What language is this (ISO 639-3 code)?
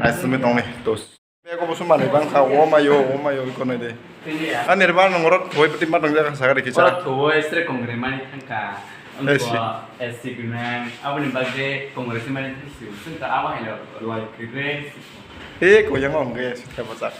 trp